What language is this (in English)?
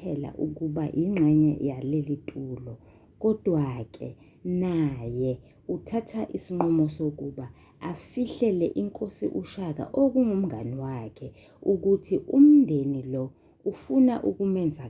Zulu